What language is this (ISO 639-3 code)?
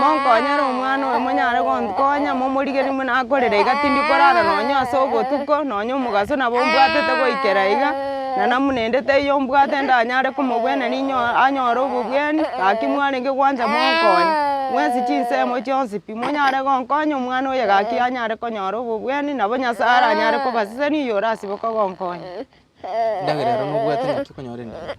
guz